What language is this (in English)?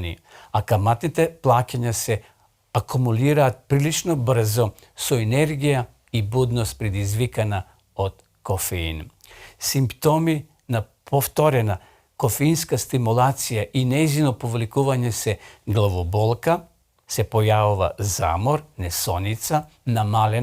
Macedonian